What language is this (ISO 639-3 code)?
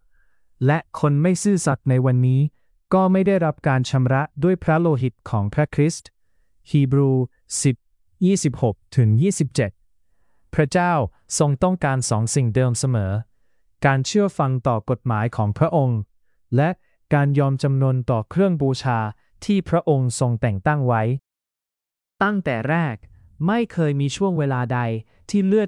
tha